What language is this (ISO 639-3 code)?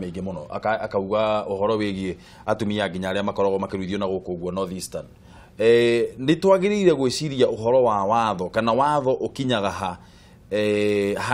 kik